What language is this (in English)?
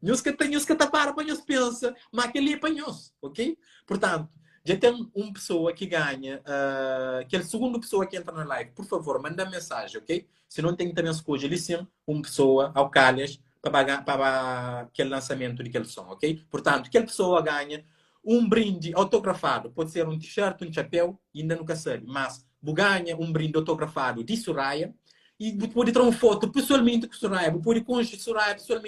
Kabuverdianu